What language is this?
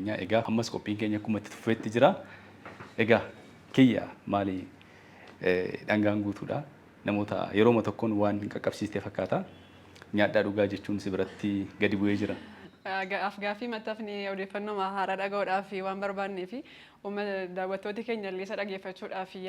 Oromo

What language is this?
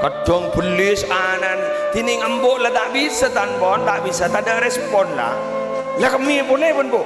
Madurese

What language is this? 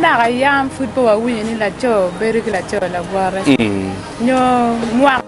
Acoli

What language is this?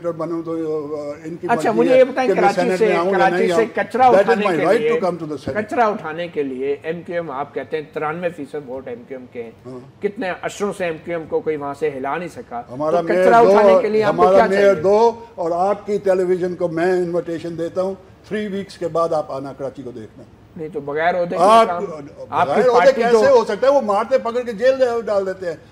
Urdu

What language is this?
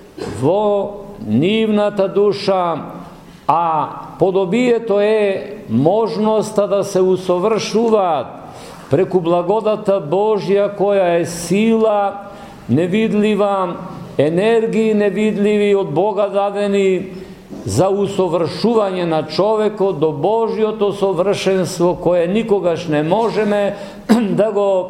Macedonian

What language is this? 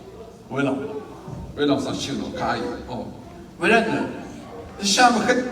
Rawang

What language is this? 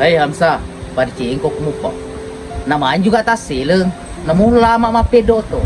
Buginese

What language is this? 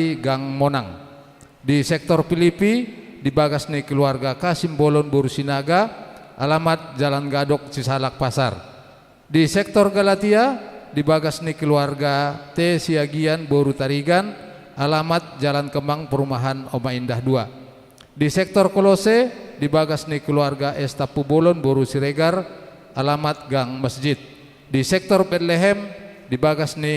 Batak Toba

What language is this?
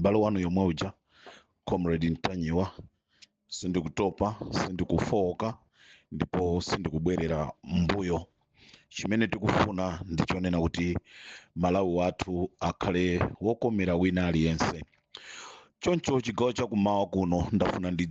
Nyanja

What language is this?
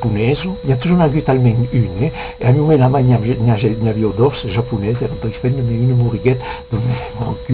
Occitan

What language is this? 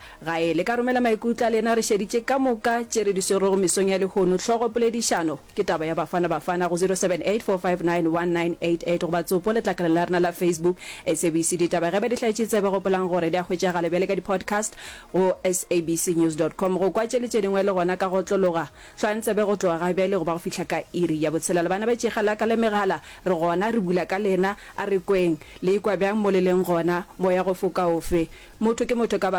Northern Sotho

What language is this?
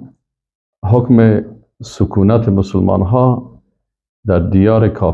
Persian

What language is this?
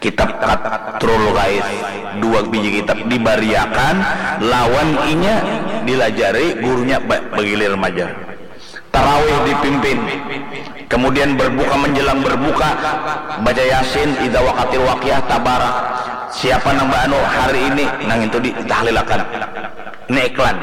Banjar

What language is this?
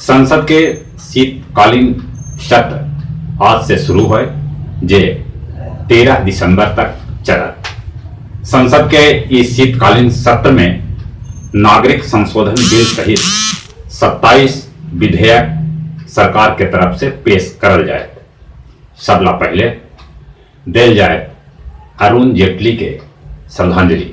Magahi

